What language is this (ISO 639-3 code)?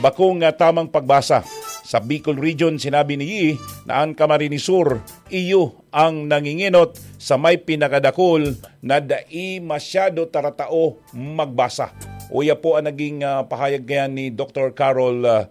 bik